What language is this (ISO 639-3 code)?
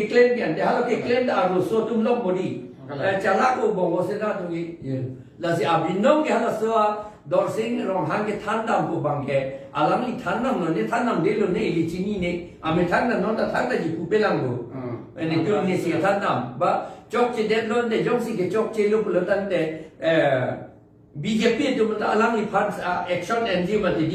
mjw